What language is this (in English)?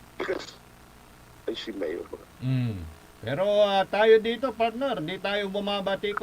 Pangasinan